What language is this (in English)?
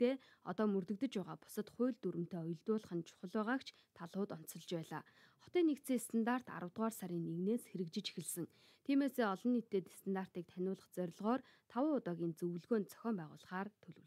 Mongolian